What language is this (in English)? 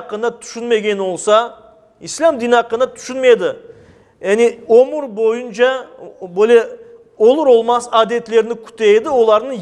Crimean Tatar